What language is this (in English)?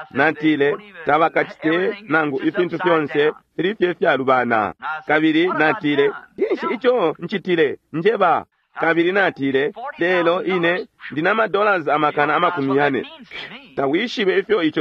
Bemba